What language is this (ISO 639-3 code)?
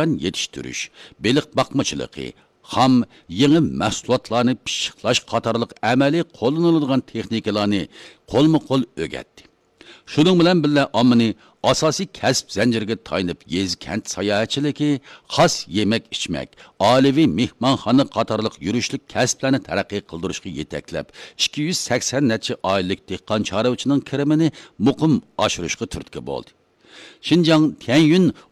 uig